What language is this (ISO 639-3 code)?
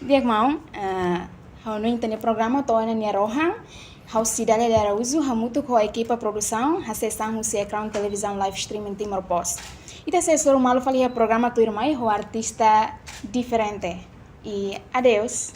tet